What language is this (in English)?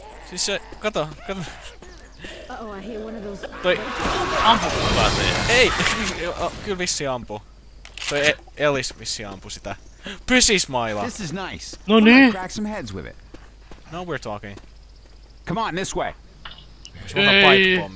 Finnish